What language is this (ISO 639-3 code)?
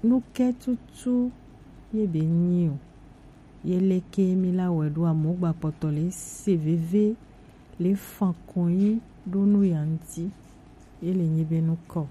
gej